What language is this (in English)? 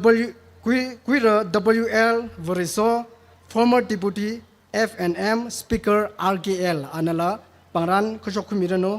Tangkhul Naga (India)